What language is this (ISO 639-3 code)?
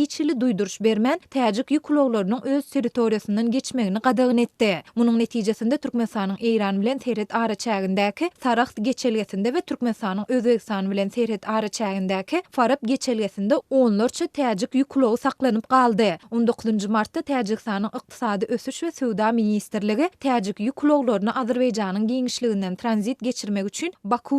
tuk